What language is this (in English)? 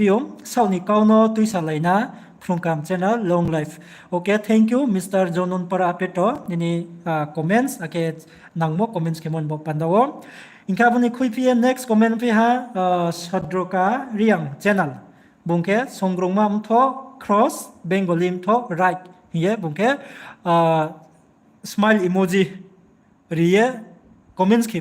Riang (India)